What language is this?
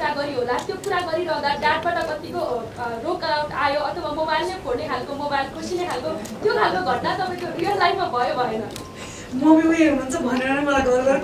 Nepali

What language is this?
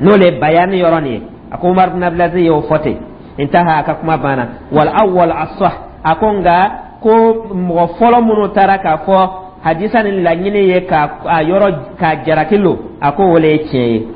Dyula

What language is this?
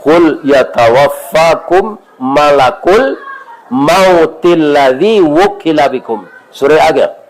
Minangkabau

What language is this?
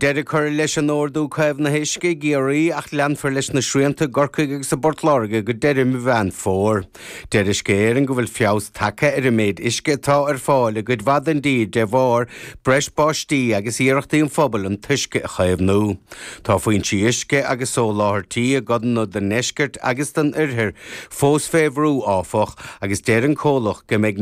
Irish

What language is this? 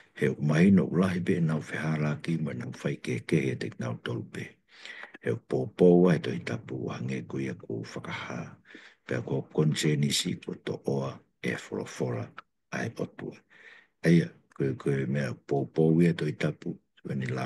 Tongan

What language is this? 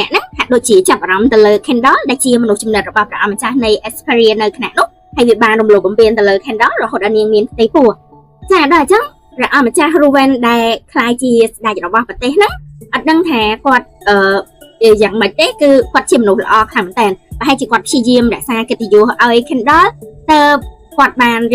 Khmer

